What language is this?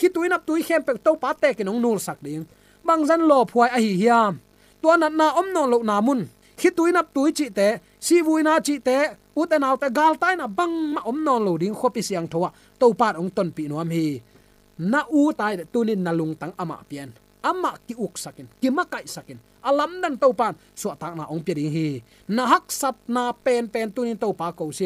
Tedim Chin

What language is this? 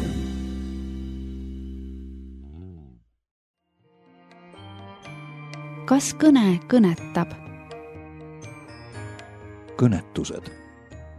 Estonian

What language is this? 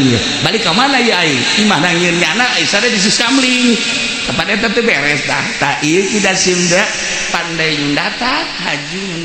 Sundanese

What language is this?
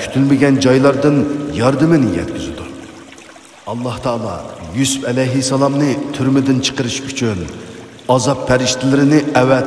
Uyghur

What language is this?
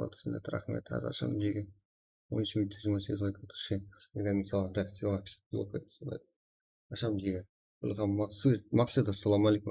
Kara-Kalpak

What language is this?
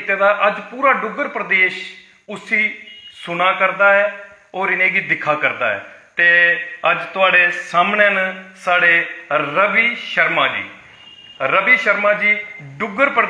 Dogri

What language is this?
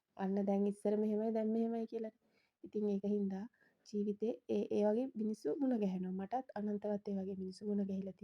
Sinhala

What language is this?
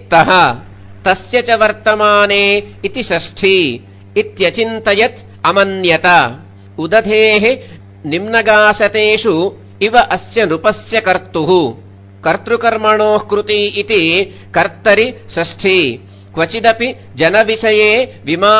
Sanskrit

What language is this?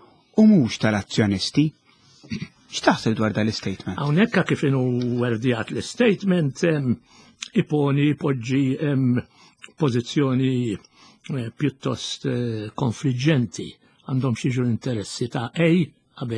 Maltese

